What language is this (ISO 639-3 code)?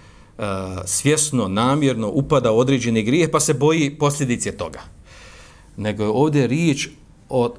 bos